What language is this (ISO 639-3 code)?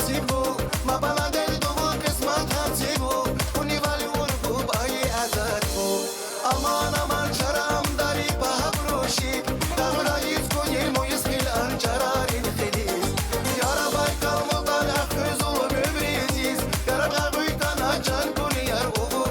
tab